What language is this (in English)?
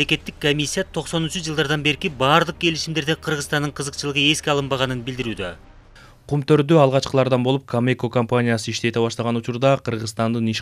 Kyrgyz